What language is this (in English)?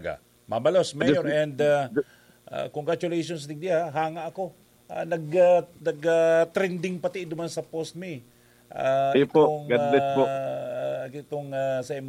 Bikol